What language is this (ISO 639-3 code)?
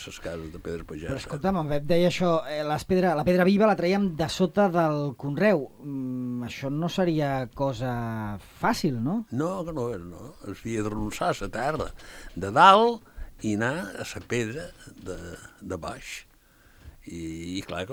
cat